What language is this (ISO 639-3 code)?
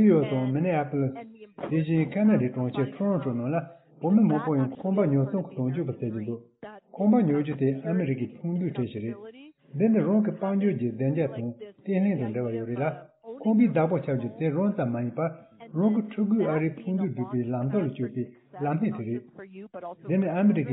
bod